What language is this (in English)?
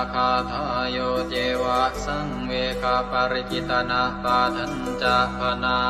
Pali